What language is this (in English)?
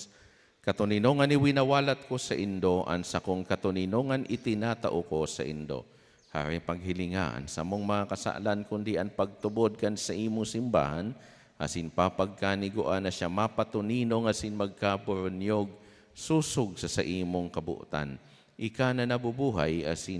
Bikol